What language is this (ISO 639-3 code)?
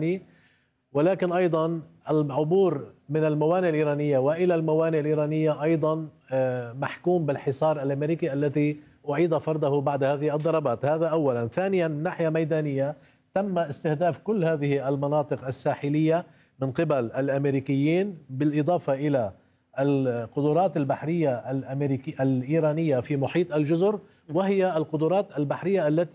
ara